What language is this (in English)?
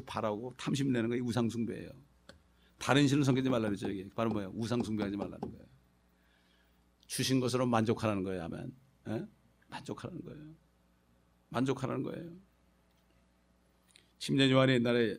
Korean